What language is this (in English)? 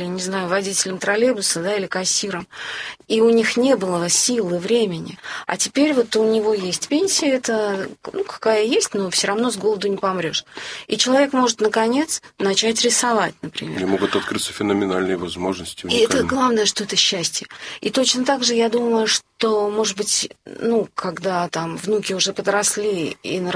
Russian